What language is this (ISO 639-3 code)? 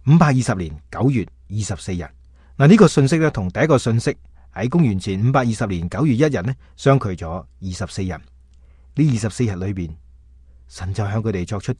yue